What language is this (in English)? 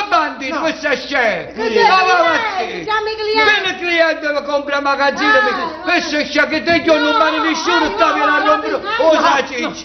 Neapolitan